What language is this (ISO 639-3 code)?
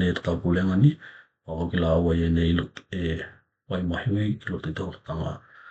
tkl